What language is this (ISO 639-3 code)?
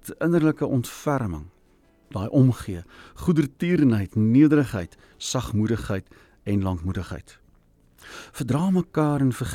afr